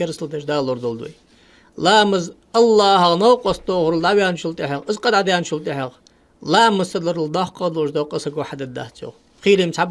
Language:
Ingush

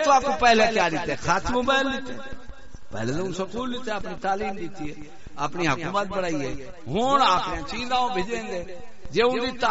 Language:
Saraiki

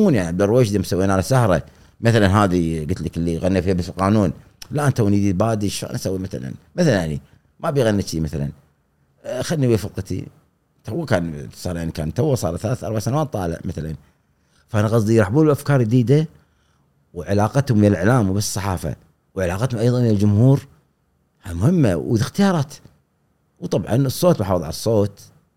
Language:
Gulf Arabic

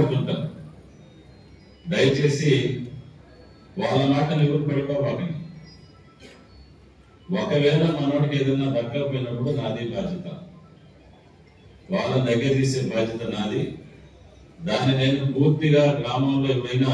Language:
Telugu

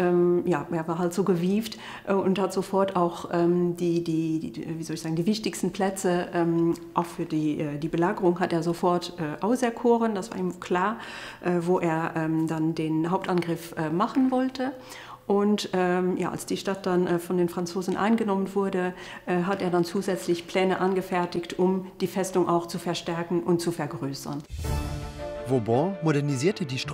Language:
German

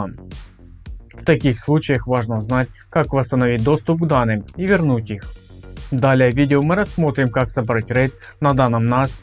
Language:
Russian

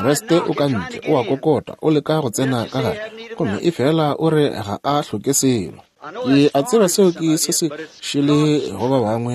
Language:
Northern Sotho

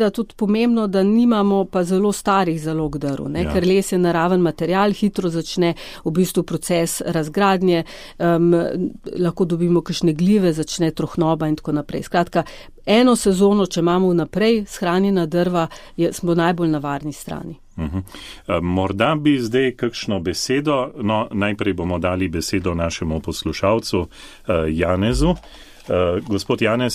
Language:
Slovenian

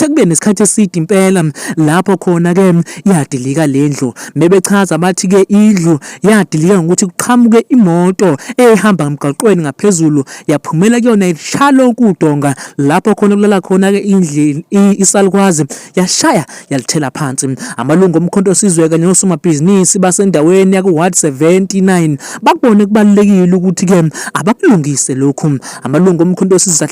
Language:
Zulu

